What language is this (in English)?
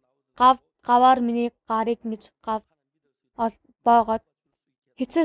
Mongolian